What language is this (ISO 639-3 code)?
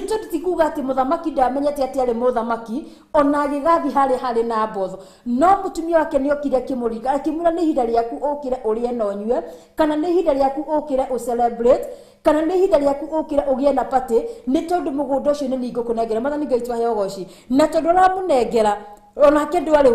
kik